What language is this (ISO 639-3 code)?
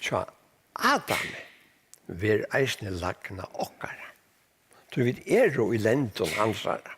fao